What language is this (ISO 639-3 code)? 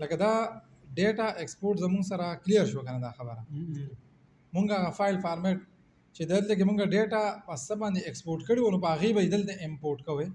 pus